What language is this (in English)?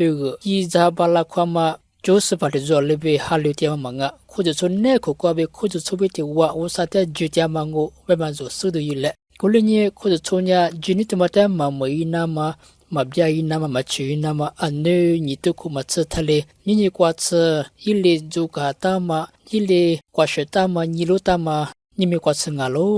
Lisu